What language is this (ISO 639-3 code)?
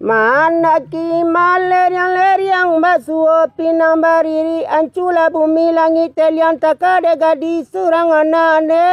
min